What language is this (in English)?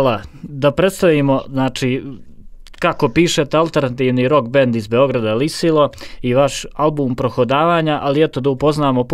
Serbian